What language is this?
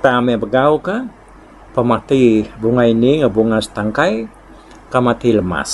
Iban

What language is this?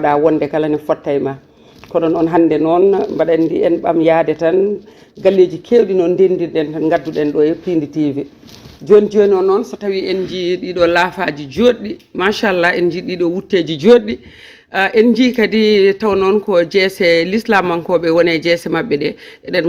Fula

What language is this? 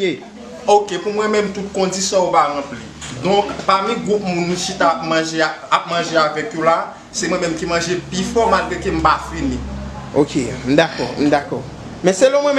Haitian Creole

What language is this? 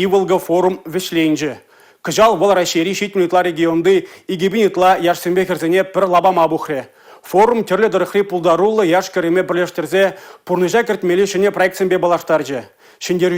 Chuvash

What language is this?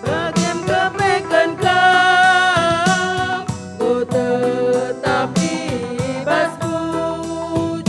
Batak Karo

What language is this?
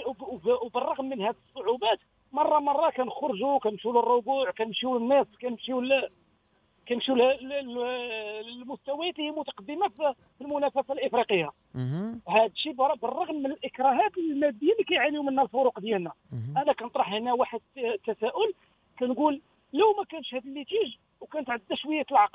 Moroccan Arabic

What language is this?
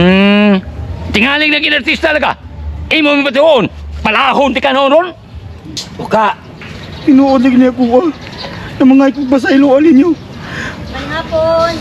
Cebuano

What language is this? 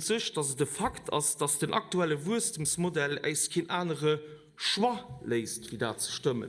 Luxembourgish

